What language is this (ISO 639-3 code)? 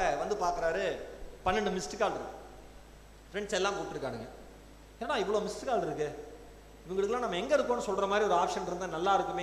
tam